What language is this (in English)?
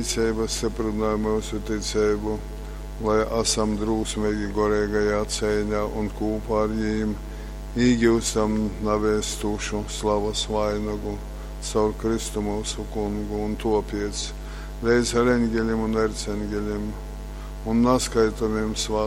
Latgalian